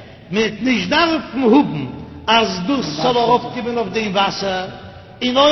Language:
Yiddish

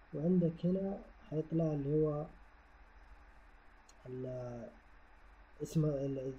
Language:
Hijazi Arabic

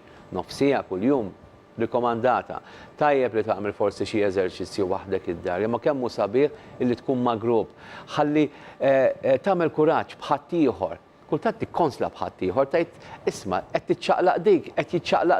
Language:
Maltese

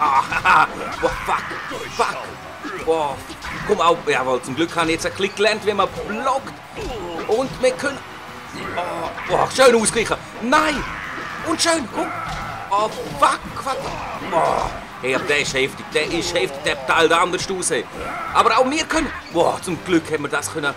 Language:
Swiss German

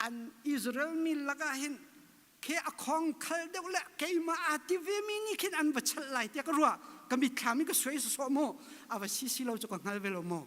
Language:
Hakha Chin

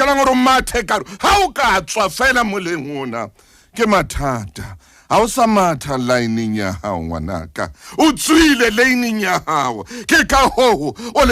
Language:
Southern Sotho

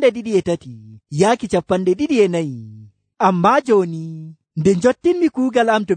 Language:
Nigerian Fulfulde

